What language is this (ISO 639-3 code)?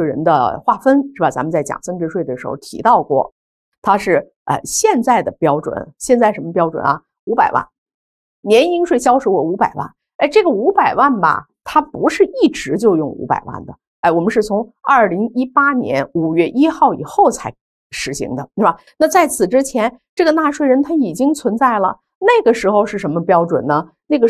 zho